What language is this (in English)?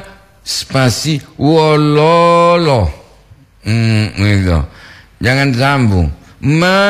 Gorontalo